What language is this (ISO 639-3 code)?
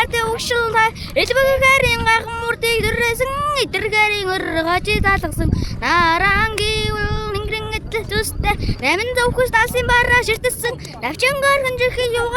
mon